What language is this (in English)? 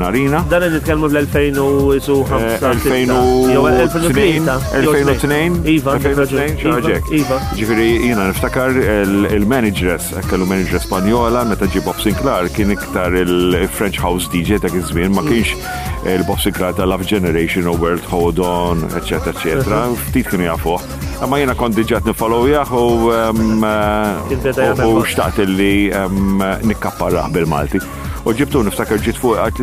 Maltese